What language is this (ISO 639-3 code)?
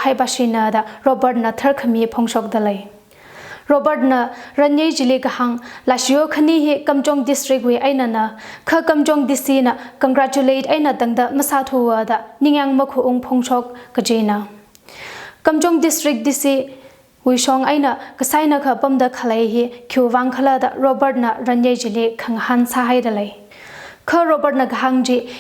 nmf